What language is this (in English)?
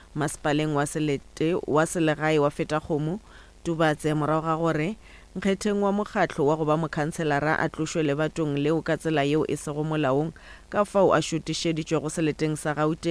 Northern Sotho